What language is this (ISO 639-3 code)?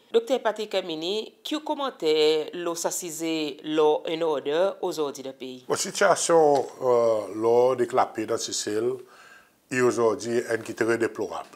crs